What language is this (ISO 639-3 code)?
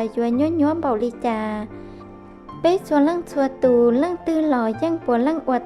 hmn